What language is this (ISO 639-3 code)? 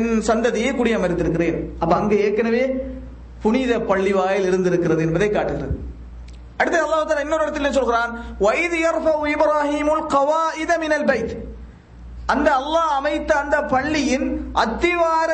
tam